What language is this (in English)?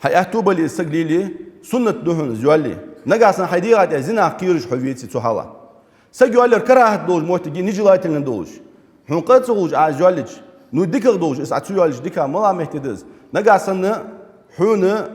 Ingush